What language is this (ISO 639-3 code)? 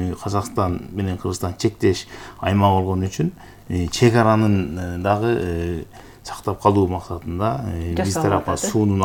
kir